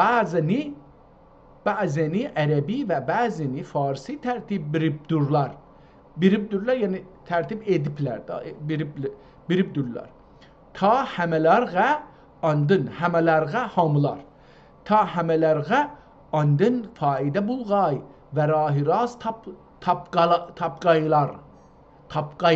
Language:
South Azerbaijani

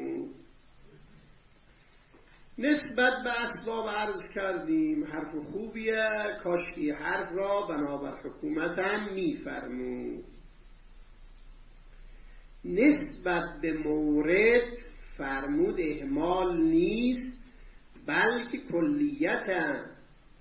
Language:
Persian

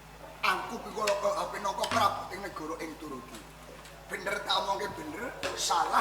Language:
Javanese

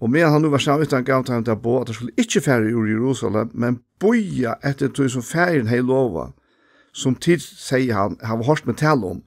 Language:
Faroese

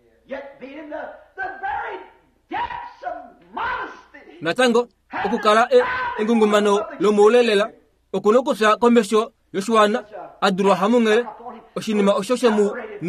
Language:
Kuanyama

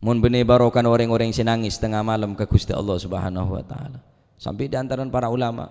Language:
Madurese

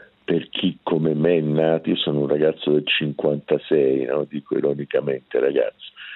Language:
Italian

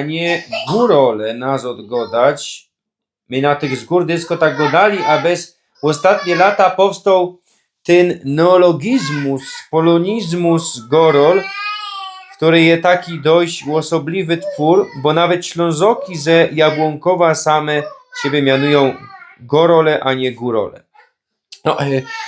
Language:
Silesian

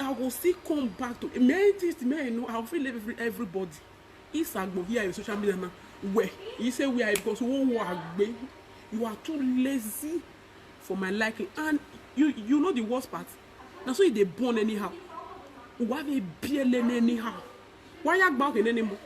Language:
Nigerian Pidgin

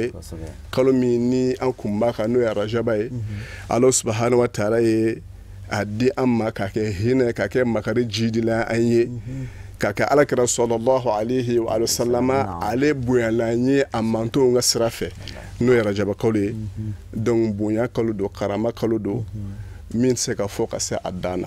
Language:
Bambara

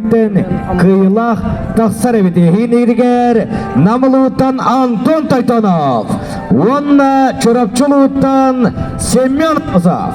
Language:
Yakut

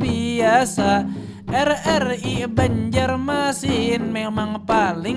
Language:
Banjar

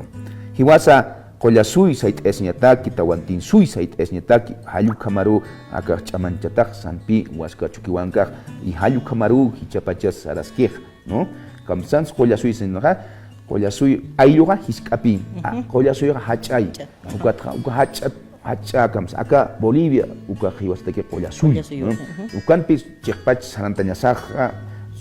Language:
Aymara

